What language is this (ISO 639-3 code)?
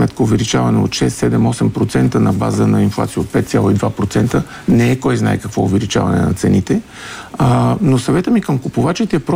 bul